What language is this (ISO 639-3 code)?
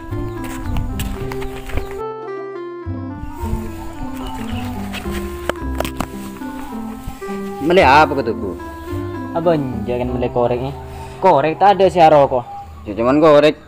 mad